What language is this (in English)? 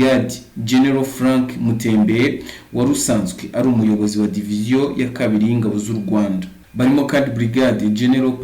Kinyarwanda